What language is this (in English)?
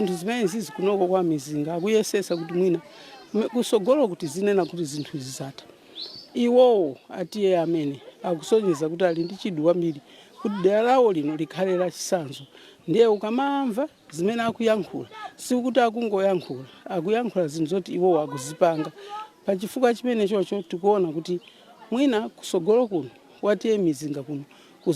Nyanja